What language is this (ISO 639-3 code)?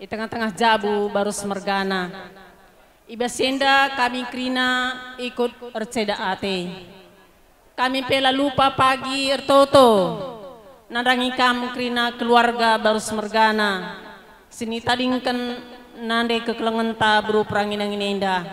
btx